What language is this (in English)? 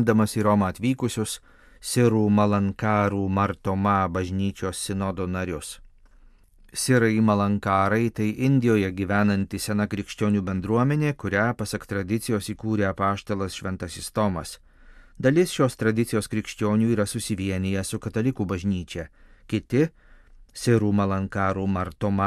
Lithuanian